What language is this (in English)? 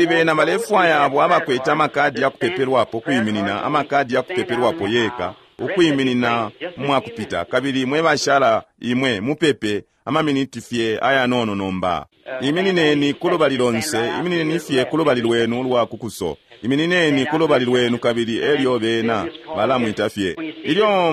Bemba